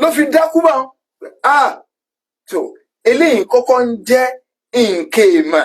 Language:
Yoruba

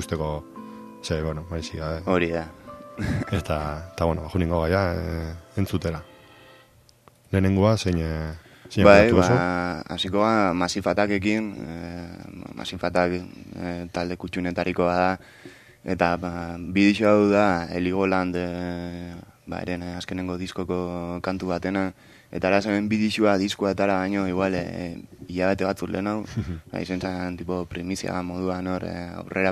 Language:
Basque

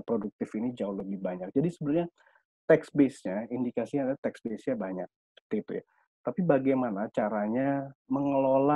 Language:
Indonesian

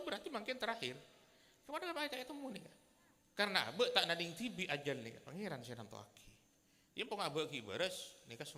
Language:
Madurese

